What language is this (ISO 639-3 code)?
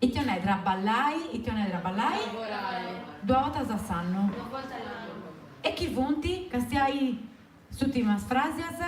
srd